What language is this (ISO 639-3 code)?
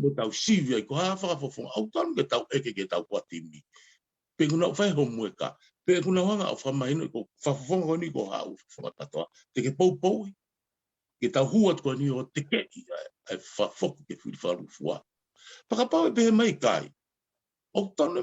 ton